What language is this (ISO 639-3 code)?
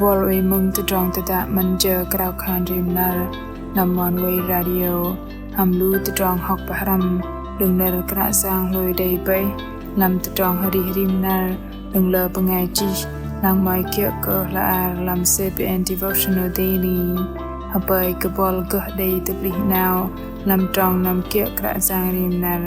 bdq